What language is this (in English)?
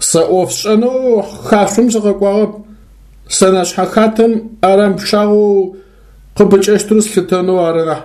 Adyghe